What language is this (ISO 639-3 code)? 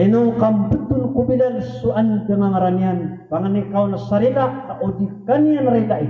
mrw